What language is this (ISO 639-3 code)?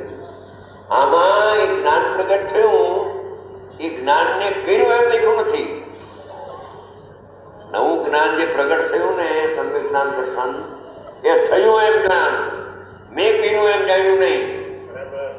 guj